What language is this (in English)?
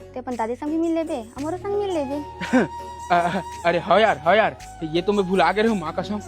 Chhattisgarhi